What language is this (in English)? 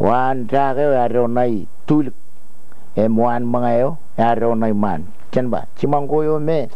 Marshallese